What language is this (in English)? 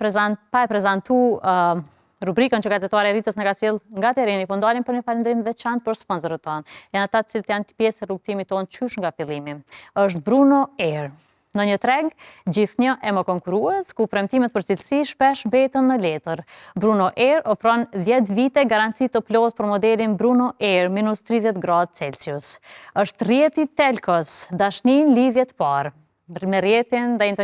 Albanian